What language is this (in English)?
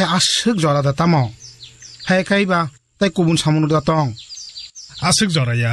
Kok Borok